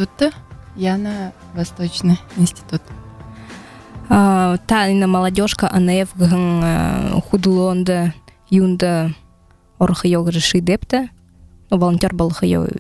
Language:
Buriat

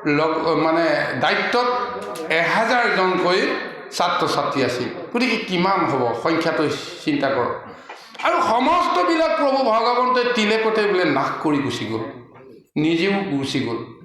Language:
Assamese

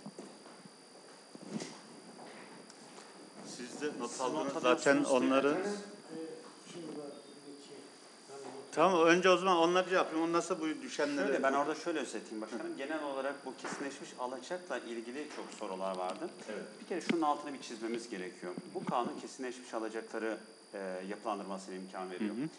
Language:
Turkish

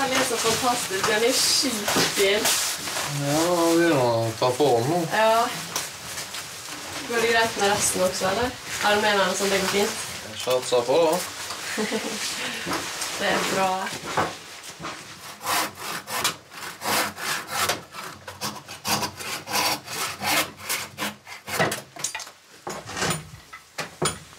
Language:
Norwegian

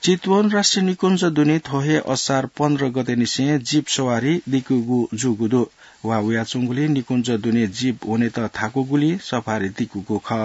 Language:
Newari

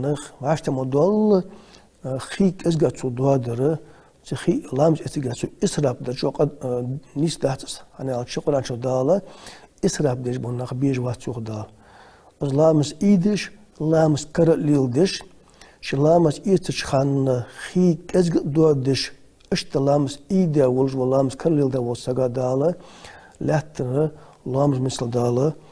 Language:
Ingush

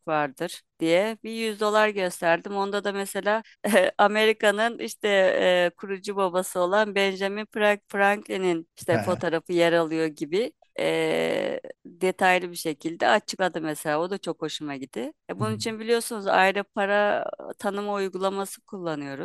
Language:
Turkish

